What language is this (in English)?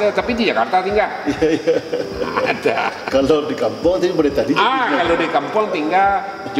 Minangkabau